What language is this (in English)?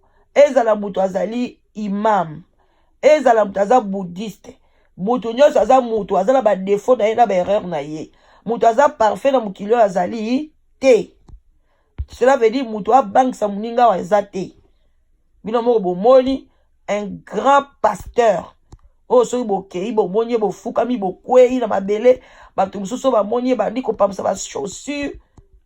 Lingala